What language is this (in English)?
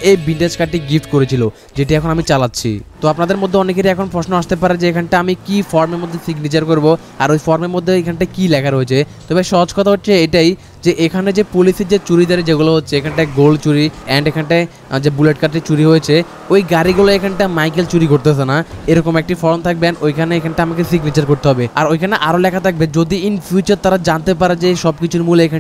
Bangla